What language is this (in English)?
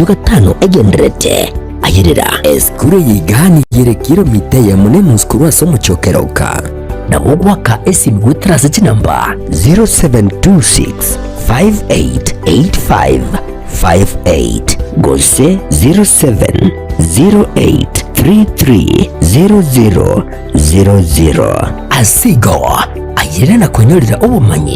Gusii